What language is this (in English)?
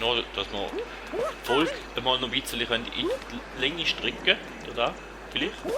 Swiss German